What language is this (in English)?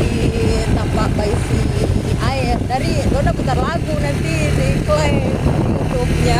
Manado Malay